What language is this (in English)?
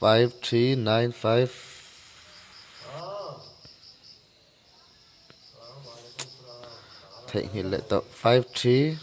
Mizo